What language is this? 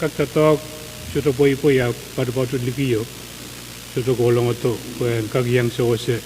Pohnpeian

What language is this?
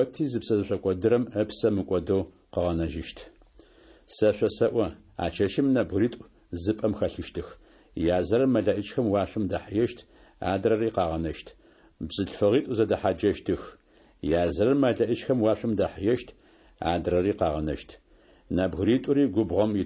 Adyghe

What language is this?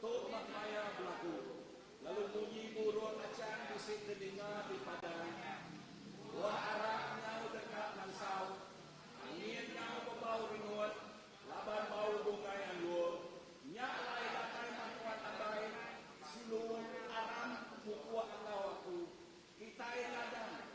Iban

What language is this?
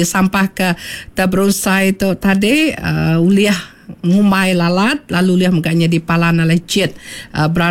Iban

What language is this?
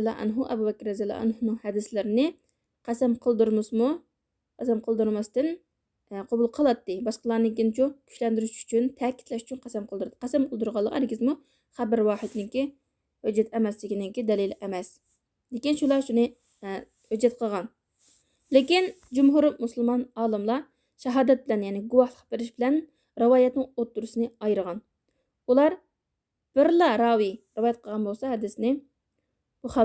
Uyghur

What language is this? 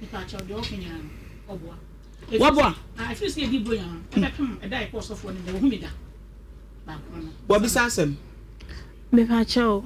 Akan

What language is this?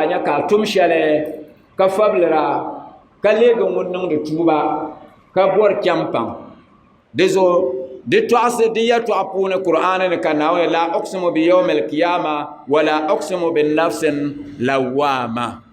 Dagbani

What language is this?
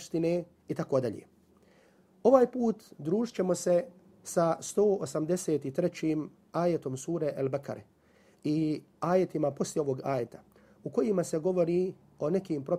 Bosnian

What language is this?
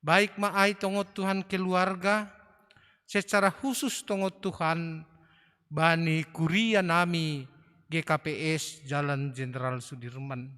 Batak Simalungun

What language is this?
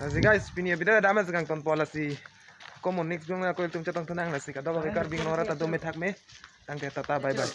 Karbi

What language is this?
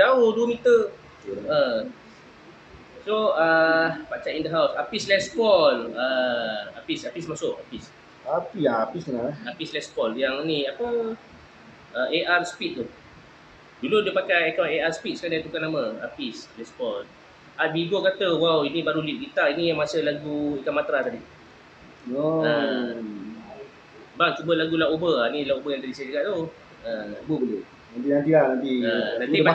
Malay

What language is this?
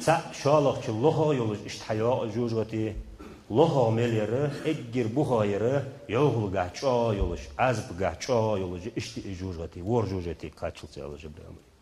Ingush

